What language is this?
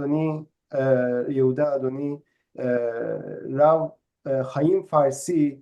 Ladino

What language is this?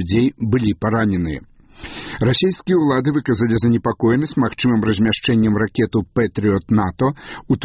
Belarusian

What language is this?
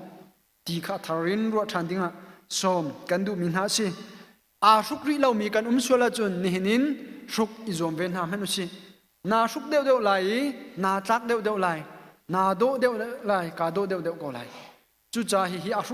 Hakha Chin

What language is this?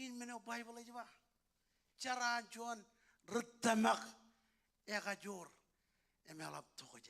Marshallese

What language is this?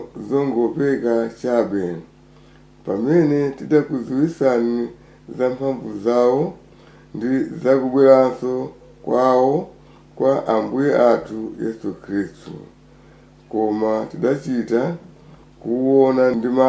Nyanja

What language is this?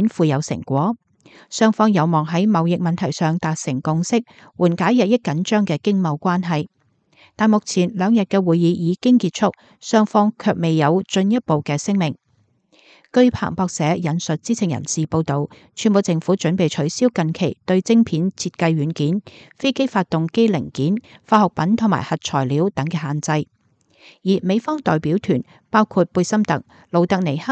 Cantonese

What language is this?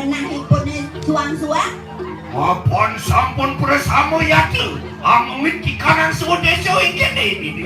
Balinese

